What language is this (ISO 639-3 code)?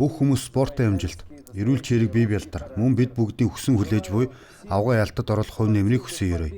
mon